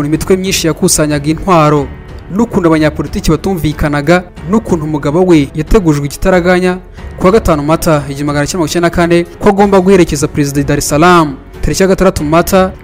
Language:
Kinyarwanda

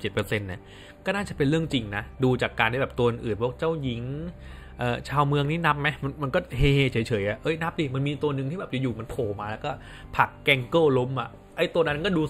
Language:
Thai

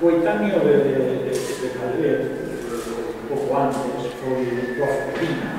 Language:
Galician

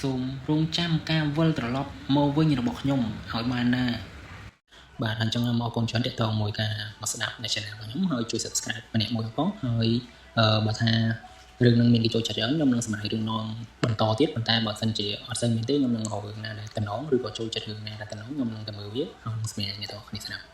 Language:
Khmer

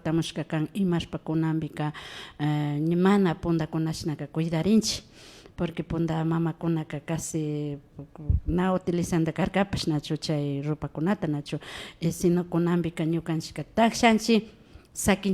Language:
Imbabura Highland Quichua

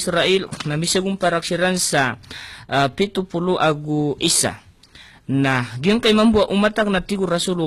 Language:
Maranao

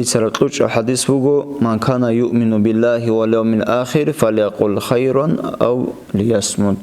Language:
Avaric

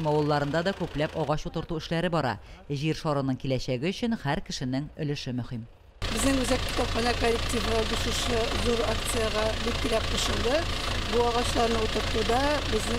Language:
Tatar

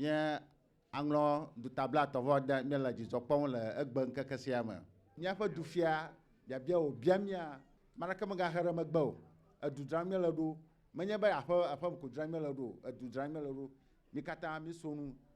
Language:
Ewe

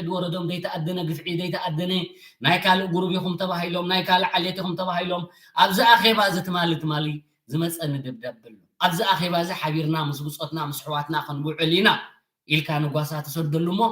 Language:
Tigrinya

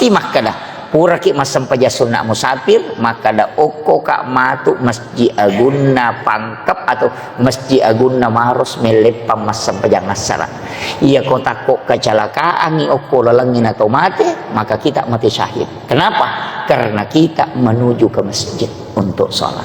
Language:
Buginese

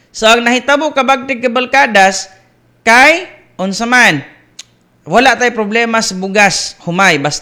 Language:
Cebuano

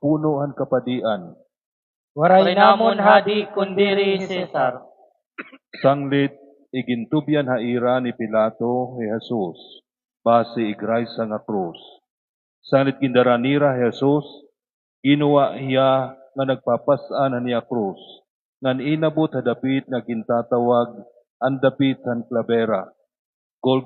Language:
Waray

